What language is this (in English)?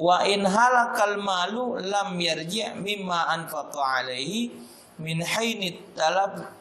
Musi